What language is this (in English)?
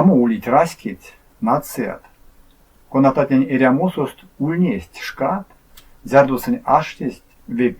Erzya